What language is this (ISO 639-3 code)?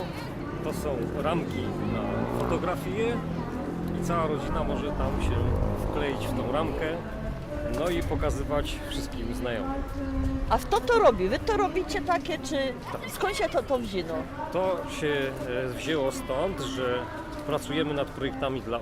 szl